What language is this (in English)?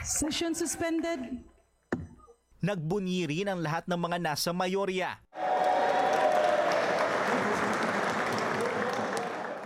Filipino